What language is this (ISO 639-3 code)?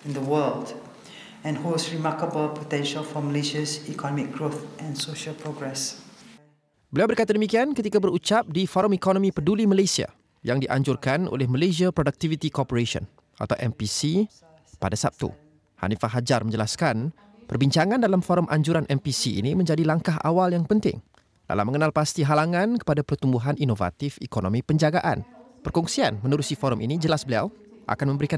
msa